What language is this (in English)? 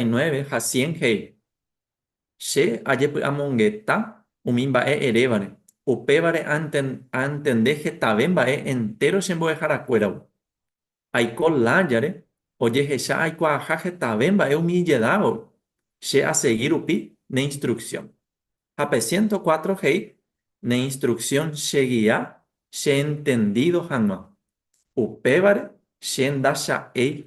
Guarani